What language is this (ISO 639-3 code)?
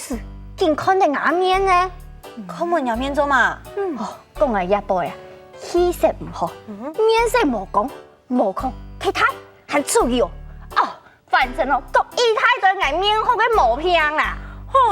hak